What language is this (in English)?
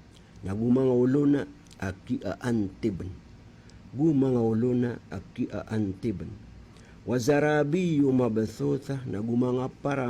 Maranao